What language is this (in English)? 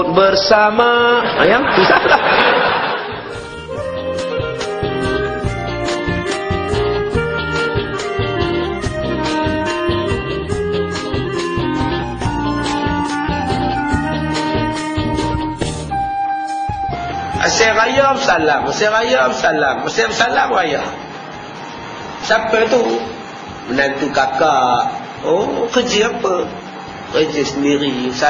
Malay